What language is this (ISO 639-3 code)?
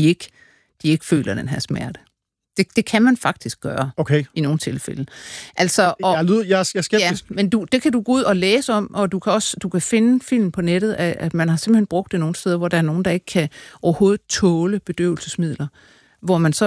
dan